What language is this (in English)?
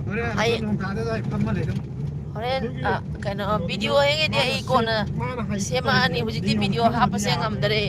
Manipuri